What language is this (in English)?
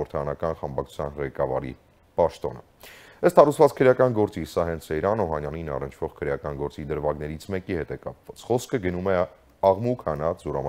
Armenian